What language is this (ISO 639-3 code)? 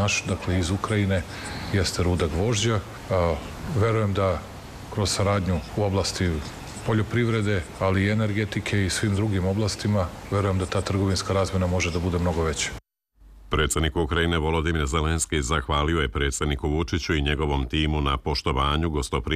srp